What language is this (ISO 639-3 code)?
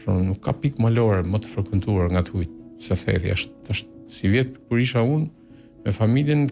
sqi